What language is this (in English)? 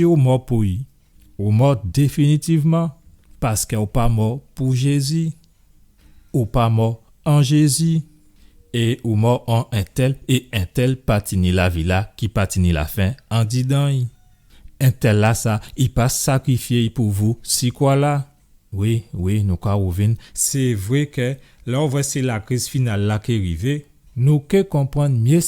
Guadeloupean Creole French